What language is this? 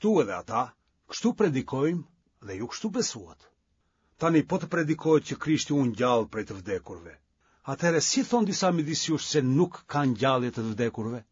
Albanian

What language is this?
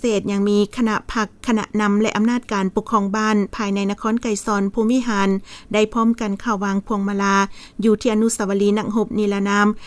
Lao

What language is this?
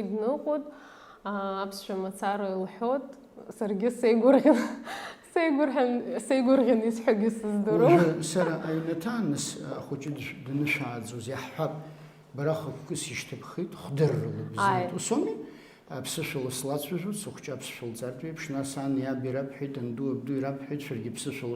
Abkhazian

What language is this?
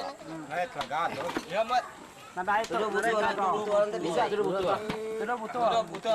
Iban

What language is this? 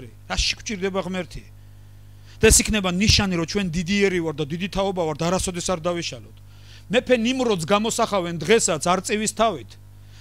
Georgian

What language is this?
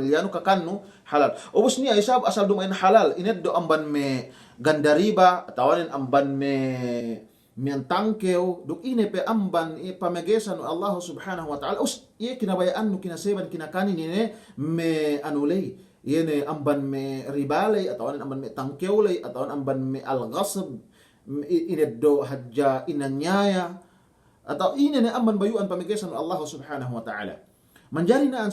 Yakan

